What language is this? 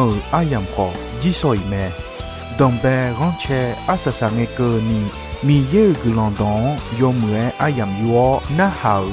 Akha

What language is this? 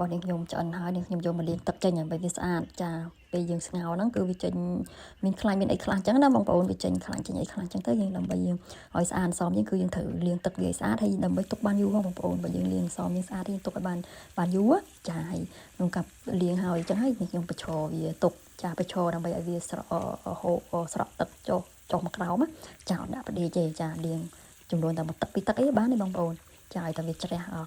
Khmer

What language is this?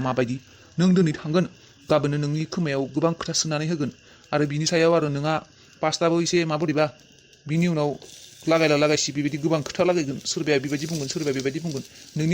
Bodo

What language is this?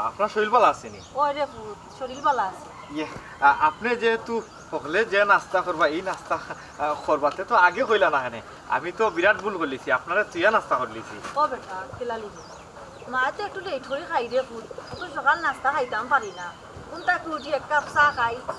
Sylheti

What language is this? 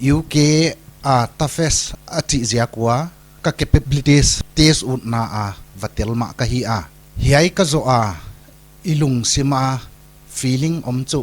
Paite Chin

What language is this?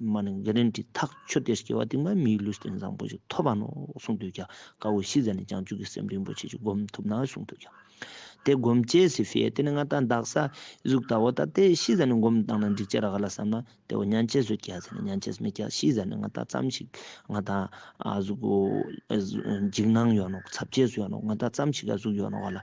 Ladakhi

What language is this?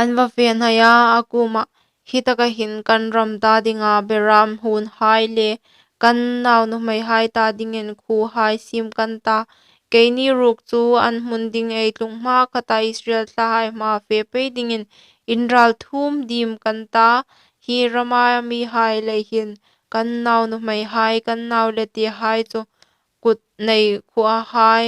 Hmar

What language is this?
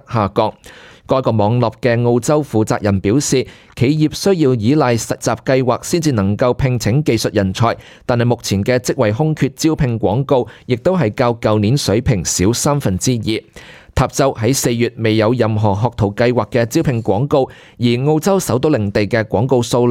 Cantonese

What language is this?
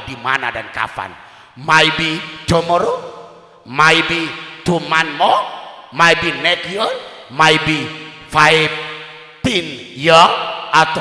Sasak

